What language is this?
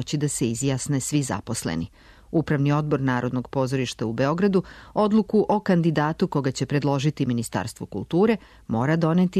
Serbian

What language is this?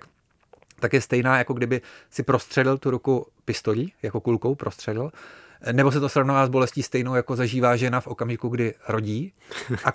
Czech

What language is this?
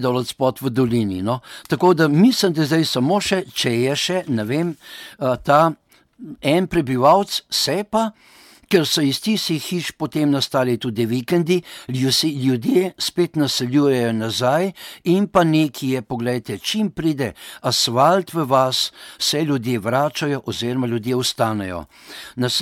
Slovenian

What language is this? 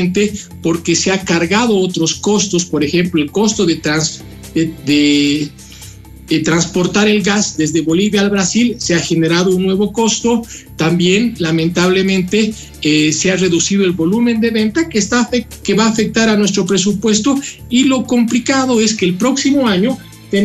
Spanish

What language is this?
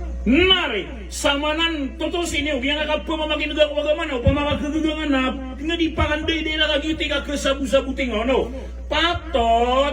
Maranao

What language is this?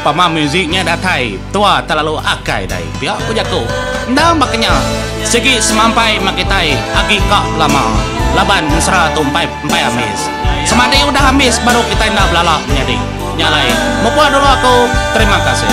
Iban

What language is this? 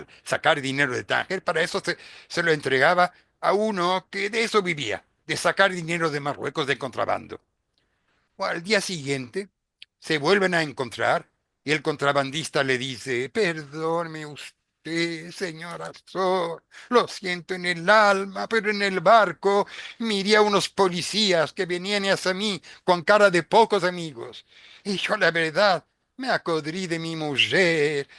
Ladino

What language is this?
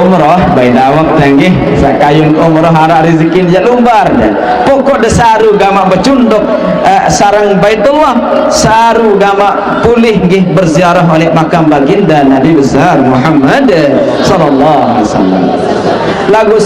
Sasak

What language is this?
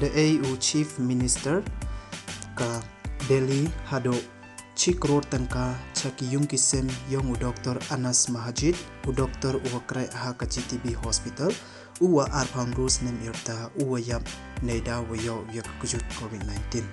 Pnar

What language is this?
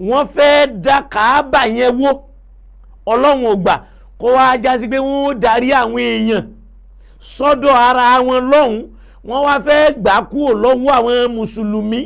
Yoruba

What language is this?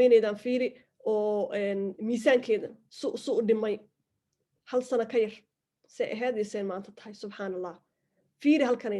Somali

